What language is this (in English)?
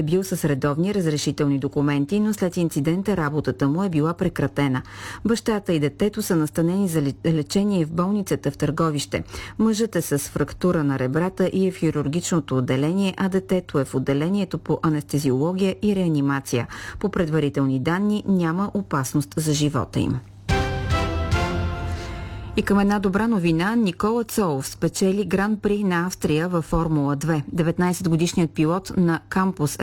Bulgarian